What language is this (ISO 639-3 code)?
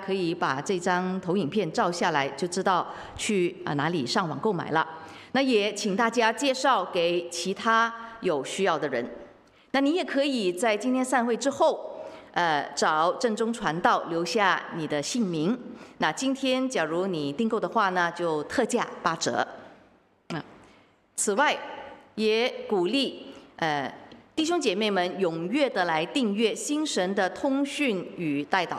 zho